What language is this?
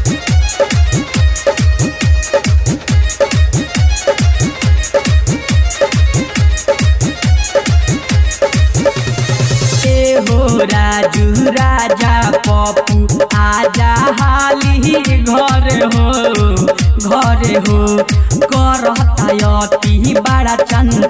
Bhojpuri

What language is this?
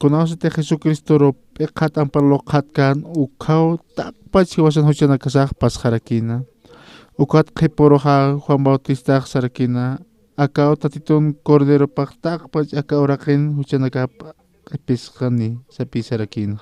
Aymara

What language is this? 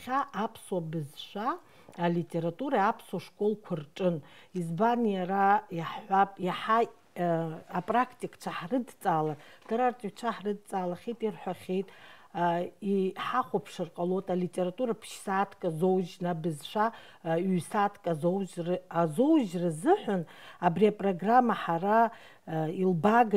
Abkhazian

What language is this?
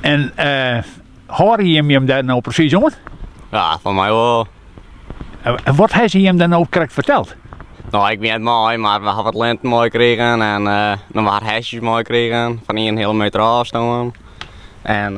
Western Frisian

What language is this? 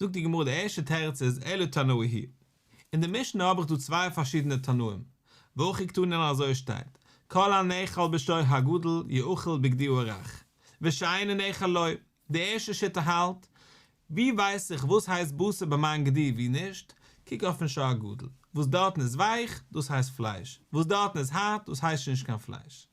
Yiddish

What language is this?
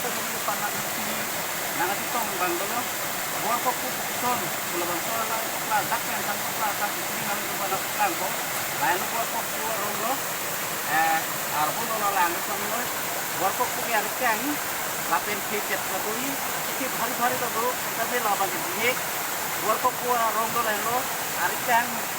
Karbi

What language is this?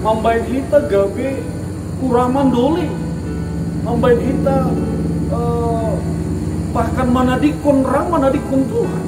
Batak Simalungun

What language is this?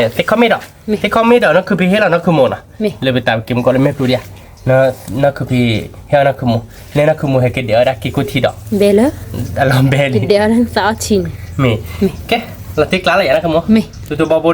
S'gaw Karen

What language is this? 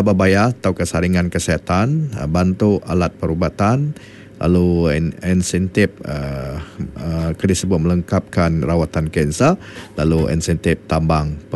Iban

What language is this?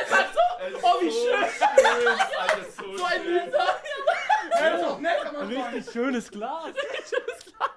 Swiss German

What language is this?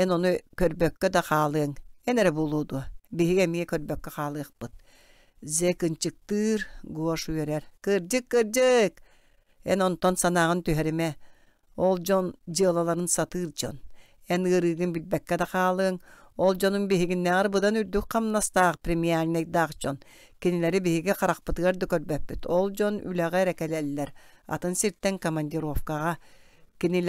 Yakut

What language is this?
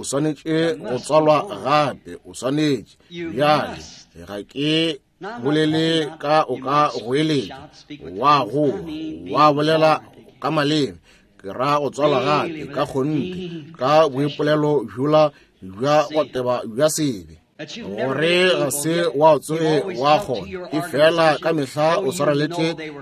Northern Sotho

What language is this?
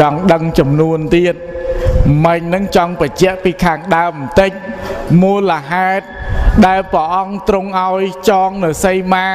Khmer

